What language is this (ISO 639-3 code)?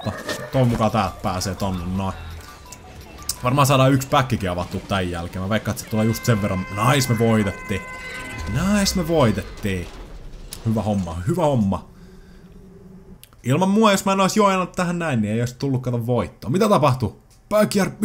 fin